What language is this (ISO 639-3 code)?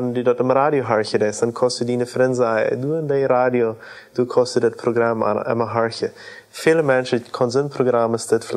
pdt